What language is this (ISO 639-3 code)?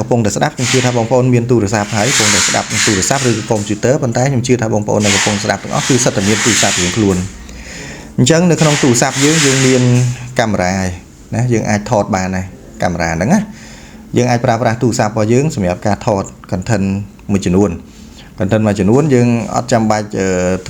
khm